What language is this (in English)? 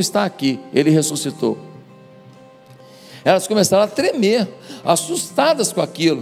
Portuguese